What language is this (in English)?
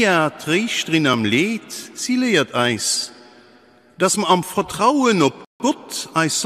Luxembourgish